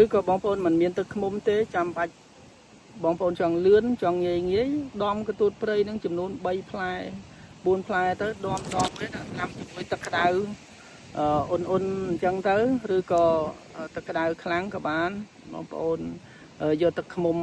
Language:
Khmer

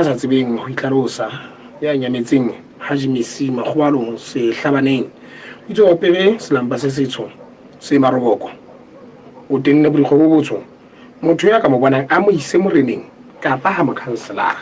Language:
Southern Sotho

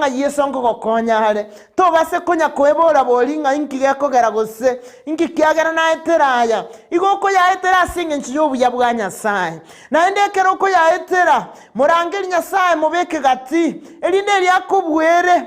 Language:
Gusii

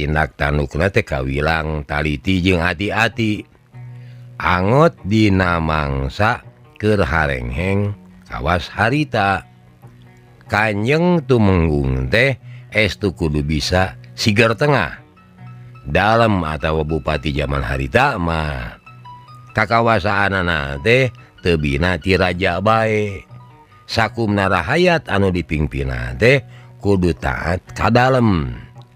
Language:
Sundanese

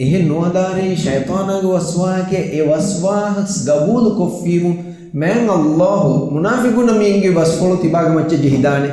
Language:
Divehi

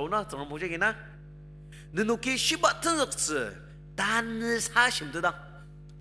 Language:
Ao Naga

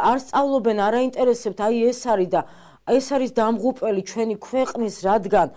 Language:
Georgian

